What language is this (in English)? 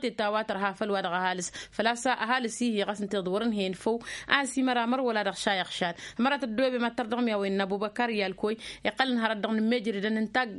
Tamasheq